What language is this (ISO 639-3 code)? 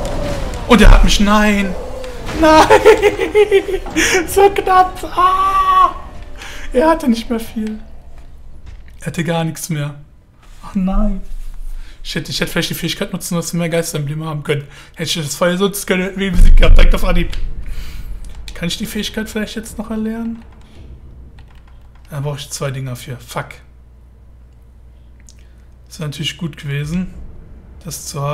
deu